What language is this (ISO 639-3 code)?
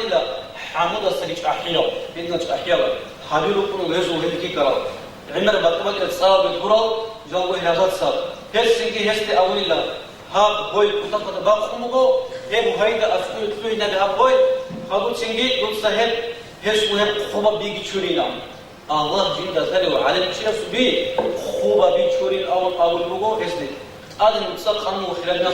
ava